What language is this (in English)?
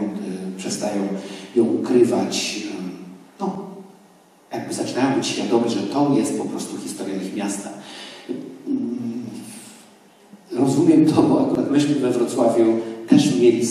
Polish